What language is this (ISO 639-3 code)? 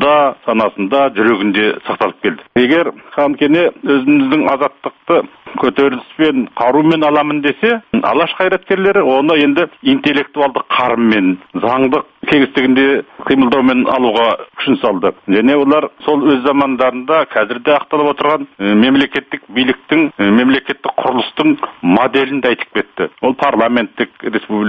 kaz